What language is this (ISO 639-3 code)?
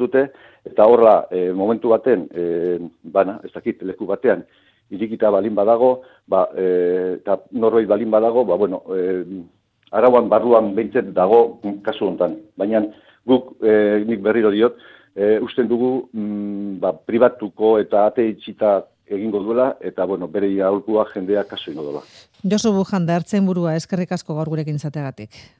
eus